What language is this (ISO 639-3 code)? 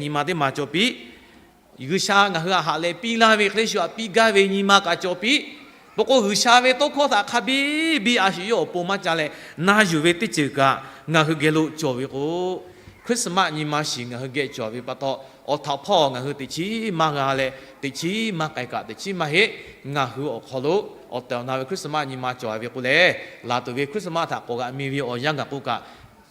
lhu